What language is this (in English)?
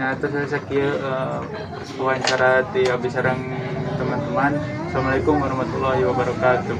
Sundanese